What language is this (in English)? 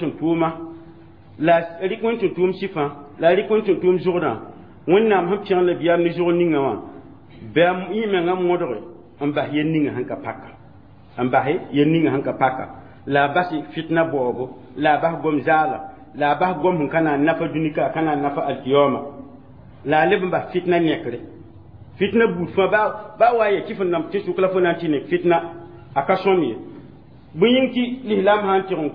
Mossi